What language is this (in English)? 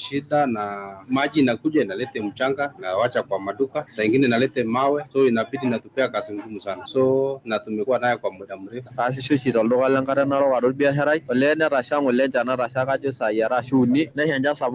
Masai